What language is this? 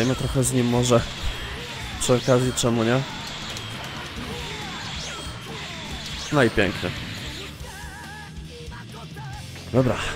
Polish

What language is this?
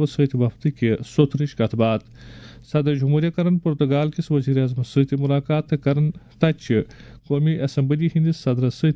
Kashmiri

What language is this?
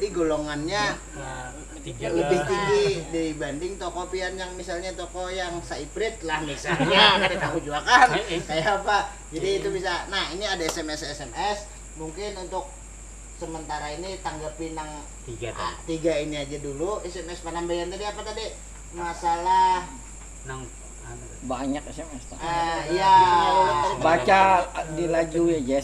Banjar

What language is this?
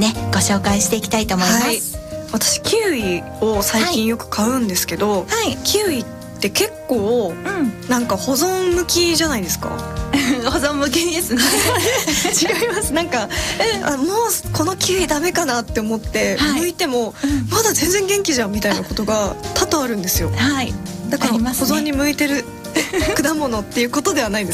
Japanese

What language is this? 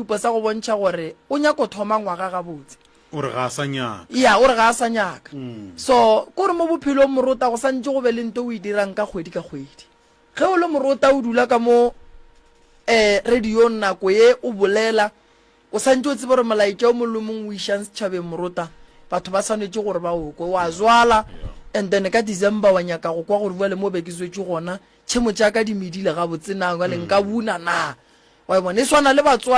Northern Sotho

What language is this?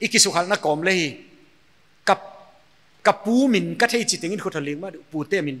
Paite Chin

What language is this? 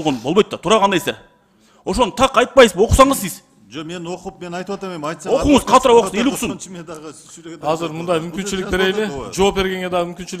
Kyrgyz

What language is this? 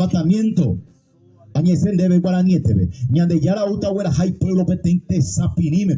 Guarani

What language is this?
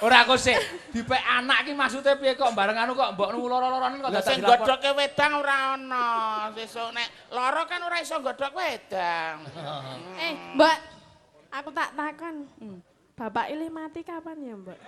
Javanese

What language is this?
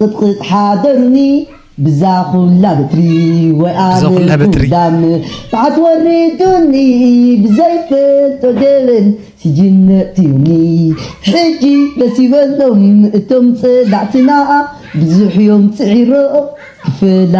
Tigrinya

